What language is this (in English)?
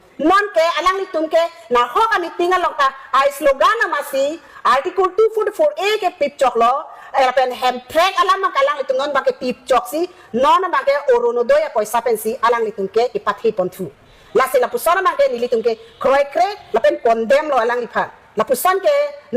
Karbi